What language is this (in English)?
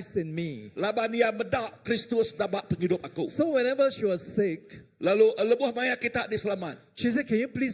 Iban